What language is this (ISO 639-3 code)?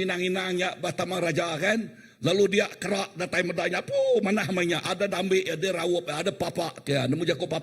iba